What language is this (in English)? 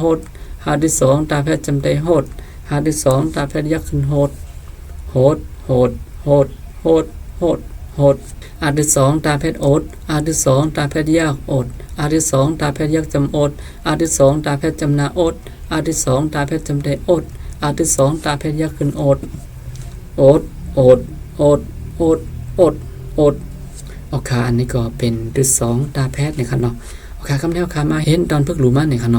Shan